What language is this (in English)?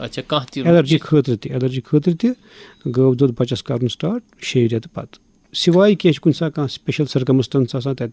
Kashmiri